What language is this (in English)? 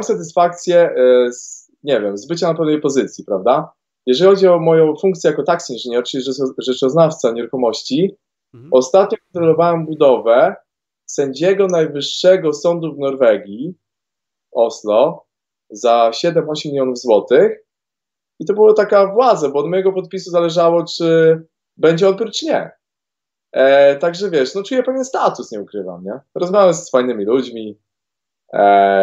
Polish